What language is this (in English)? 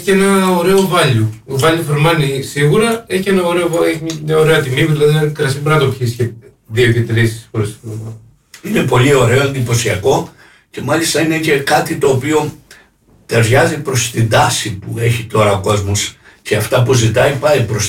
Greek